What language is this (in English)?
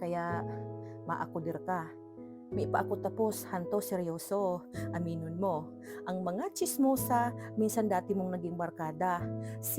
Bikol